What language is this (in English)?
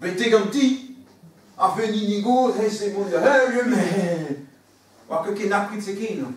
Breton